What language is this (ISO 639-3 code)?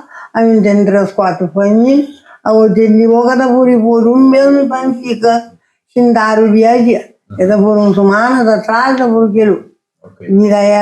kea